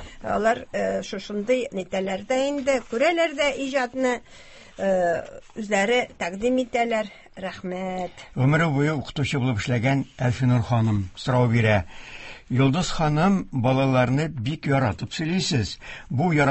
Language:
Tatar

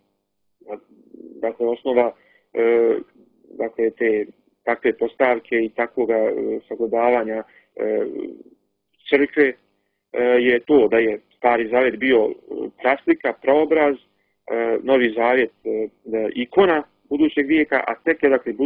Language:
Croatian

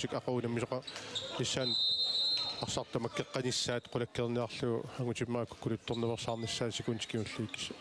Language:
Kalaallisut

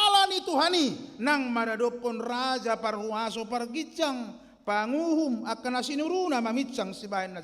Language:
Batak Toba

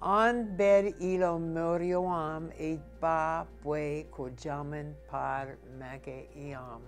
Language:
Marshallese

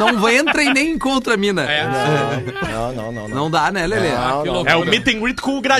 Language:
Portuguese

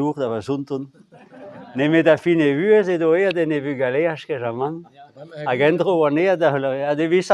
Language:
Breton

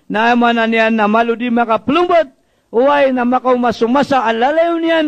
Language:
Maranao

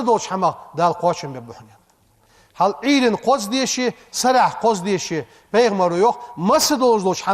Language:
Ingush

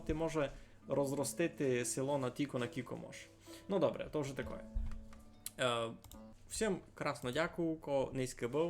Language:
Rusyn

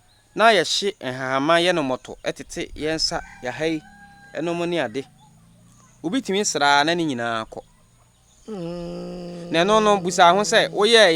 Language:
Akan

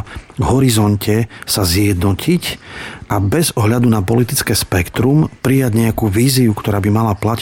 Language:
Slovak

